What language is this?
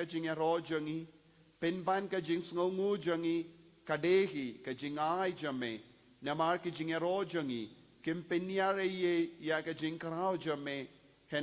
Khasi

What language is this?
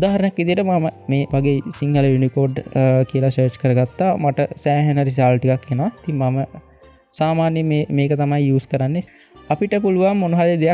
Sinhala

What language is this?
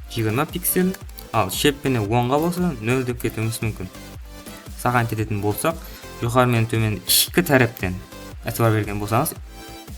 Kara-Kalpak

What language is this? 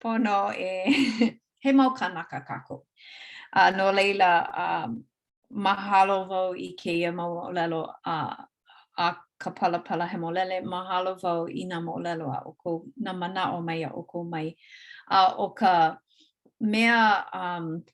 Hawaiian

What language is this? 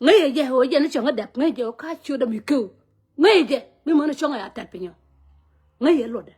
Nuer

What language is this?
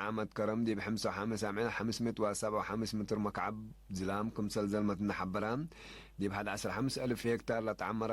Tigre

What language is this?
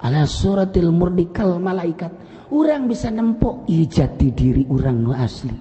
Sundanese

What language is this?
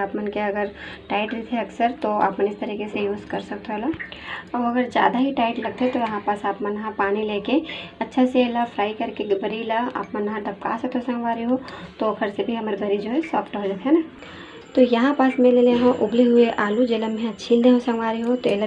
Chhattisgarhi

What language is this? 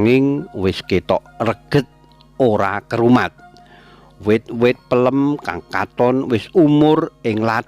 Javanese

